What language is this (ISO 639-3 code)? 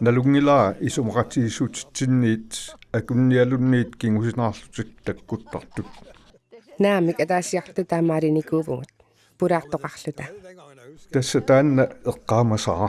kal